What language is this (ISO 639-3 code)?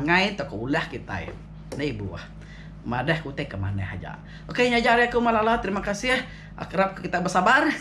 iba